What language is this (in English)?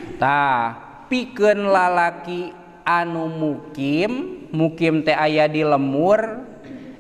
Sundanese